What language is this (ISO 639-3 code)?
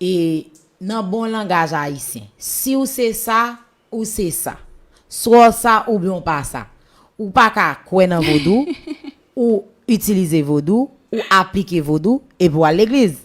hat